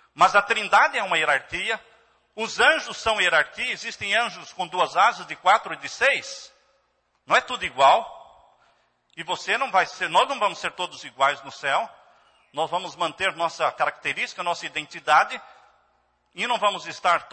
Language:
Portuguese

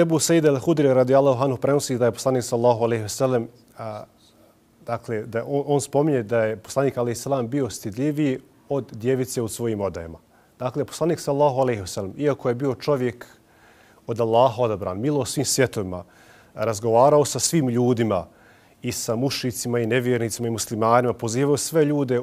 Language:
Bosnian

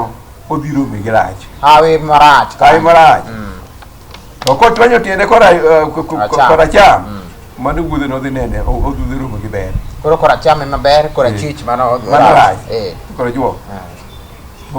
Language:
Luo (Kenya and Tanzania)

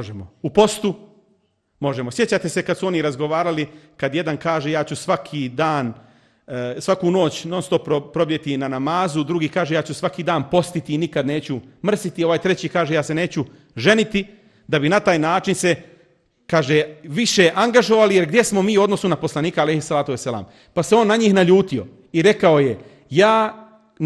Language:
Bosnian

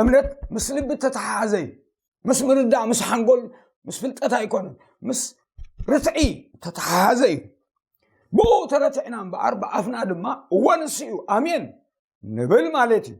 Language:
Tigrinya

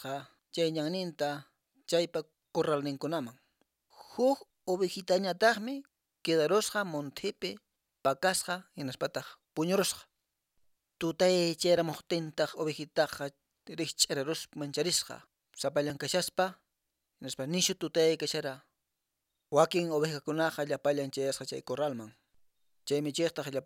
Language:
Quechua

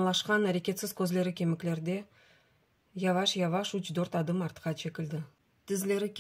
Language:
Crimean Tatar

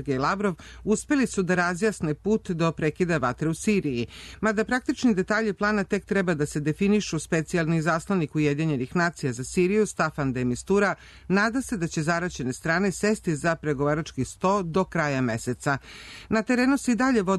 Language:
Serbian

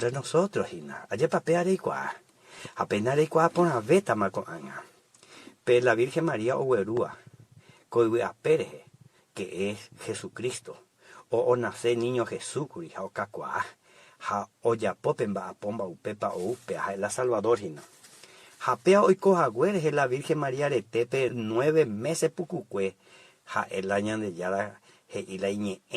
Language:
Guarani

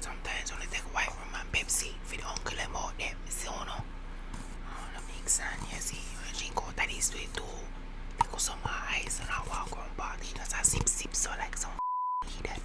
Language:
Jamaican Creole English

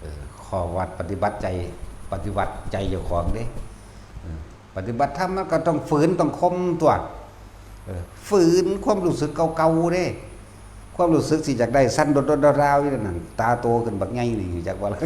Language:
Northeastern Thai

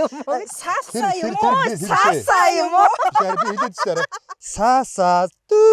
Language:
Mongolian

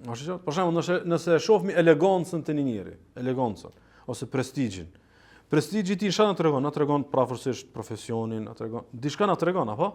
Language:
Albanian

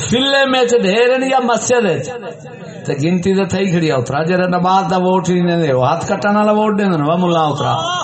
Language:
Saraiki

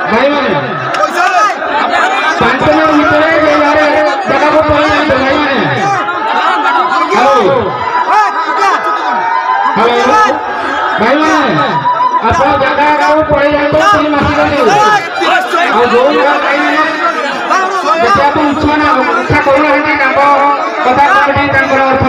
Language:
Hindi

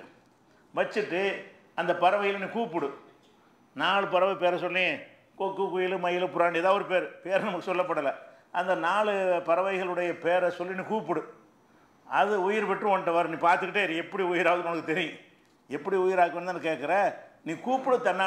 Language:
Tamil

